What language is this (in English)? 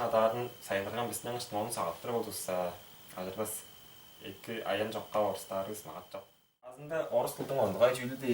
Tuvinian